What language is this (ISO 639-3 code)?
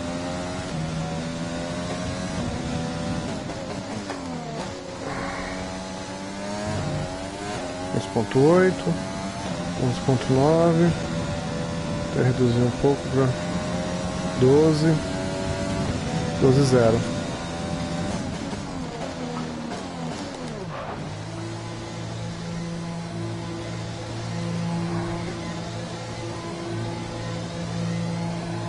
por